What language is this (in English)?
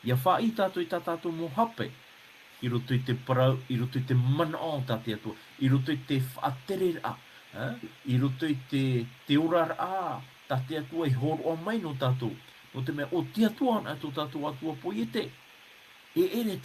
Tahitian